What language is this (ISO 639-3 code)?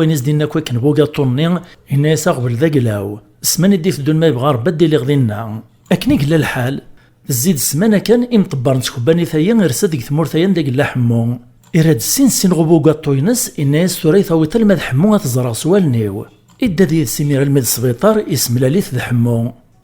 kab